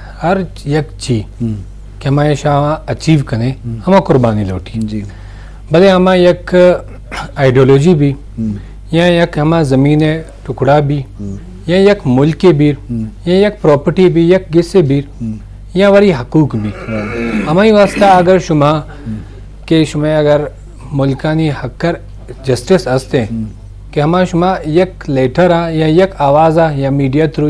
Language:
Eastern Balochi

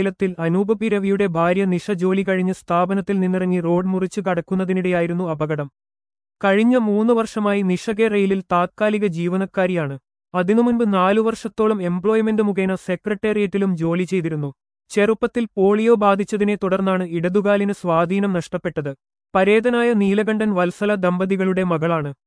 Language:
Malayalam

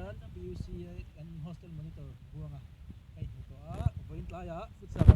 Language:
Mizo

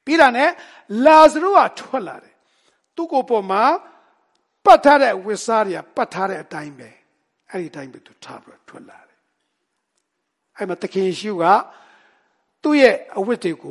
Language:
Burmese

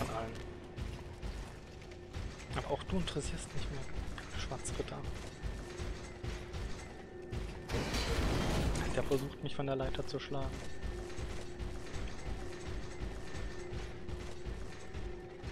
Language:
German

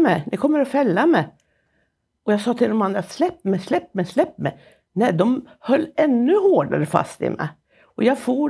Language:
Swedish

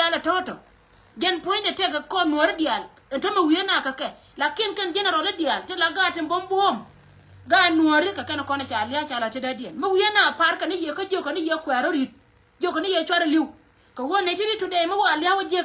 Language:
Nuer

